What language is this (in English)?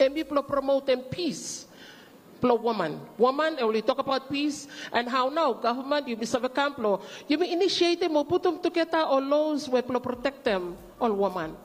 Bislama